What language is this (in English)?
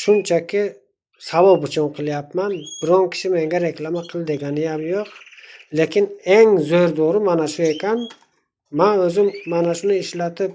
Uzbek